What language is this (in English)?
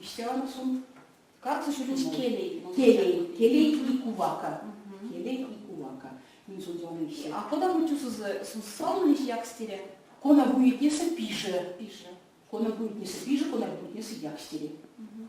Erzya